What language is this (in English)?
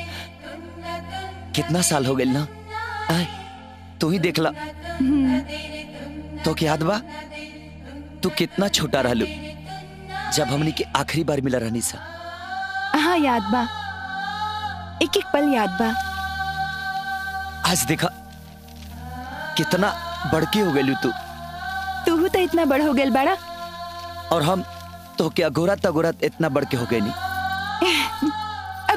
Bhojpuri